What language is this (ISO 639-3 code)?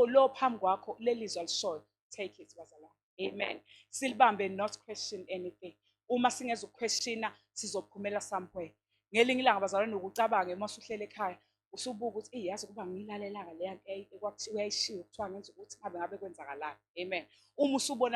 zul